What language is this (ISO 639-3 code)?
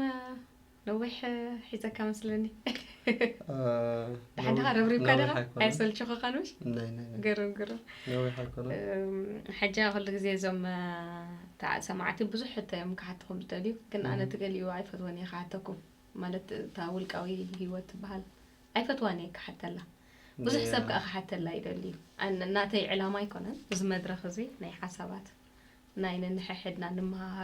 tir